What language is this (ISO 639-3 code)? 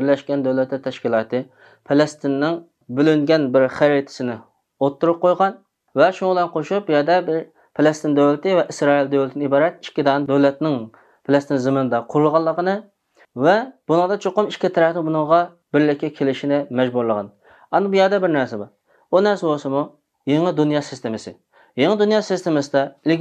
uig